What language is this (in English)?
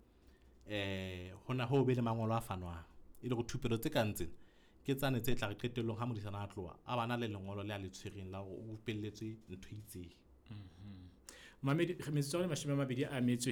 Southern Sotho